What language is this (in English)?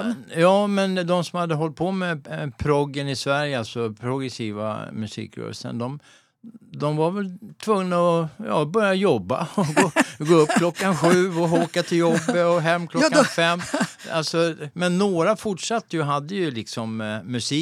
Swedish